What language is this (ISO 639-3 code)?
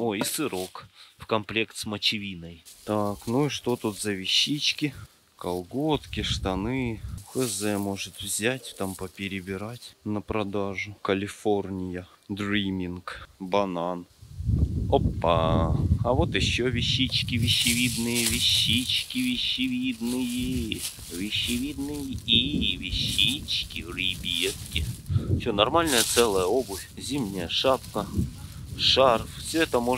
rus